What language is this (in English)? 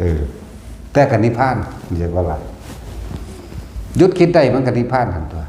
Northeastern Thai